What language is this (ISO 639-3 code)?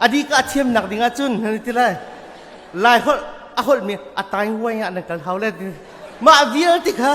cnh